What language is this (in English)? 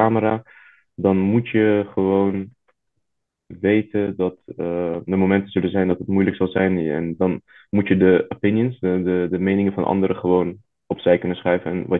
Dutch